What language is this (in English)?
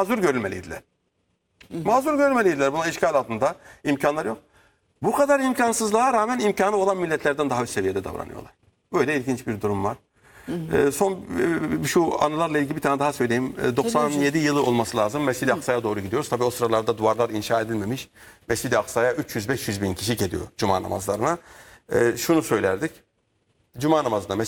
Turkish